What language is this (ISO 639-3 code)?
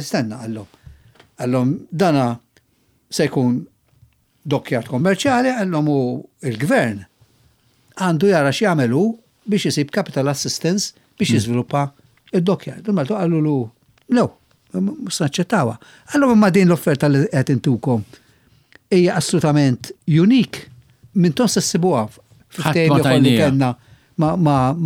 mlt